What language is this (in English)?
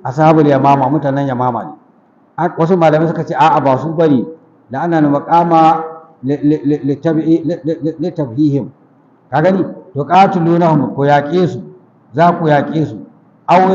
Hausa